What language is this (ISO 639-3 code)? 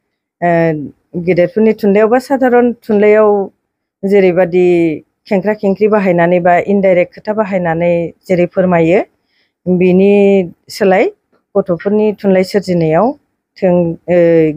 brx